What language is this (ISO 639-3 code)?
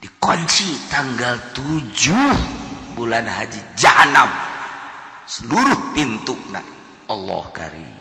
sun